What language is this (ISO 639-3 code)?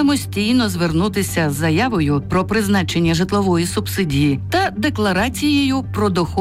ukr